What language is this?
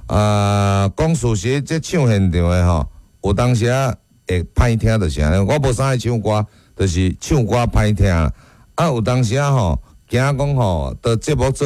Min Nan Chinese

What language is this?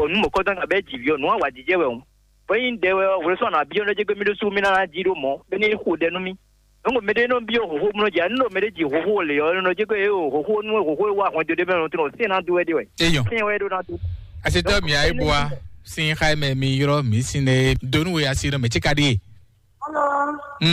Fon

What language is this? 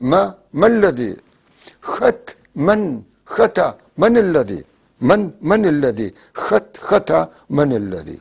North Levantine Arabic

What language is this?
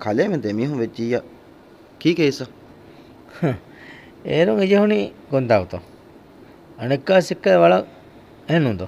Divehi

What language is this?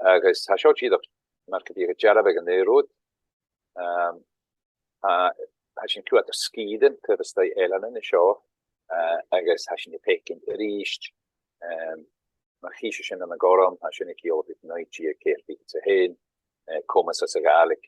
Scottish Gaelic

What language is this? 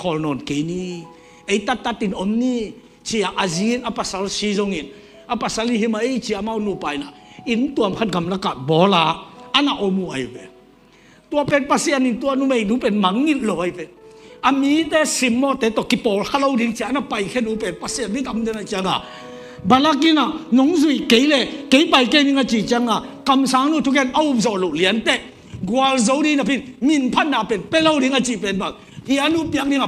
Tedim Chin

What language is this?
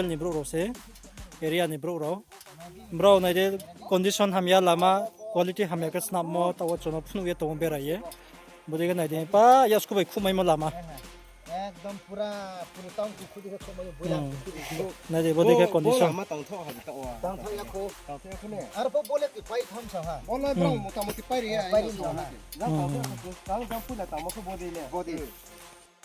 Riang (India)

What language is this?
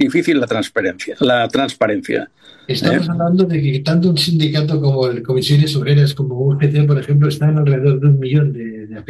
Spanish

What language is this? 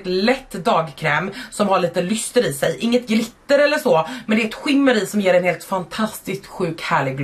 Swedish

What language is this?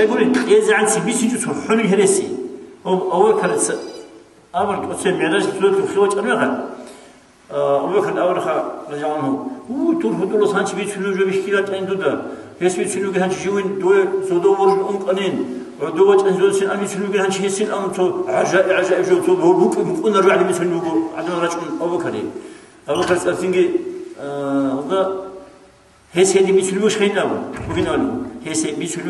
Avaric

